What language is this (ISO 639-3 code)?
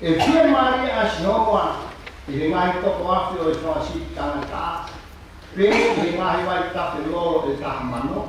ton